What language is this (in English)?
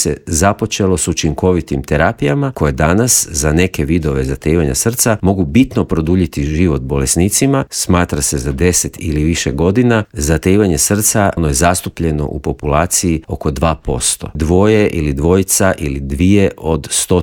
Croatian